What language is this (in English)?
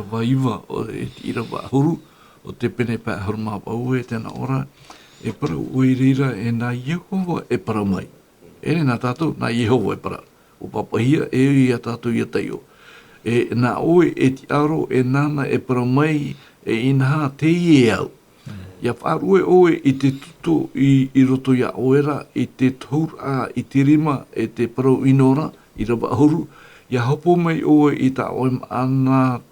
Tahitian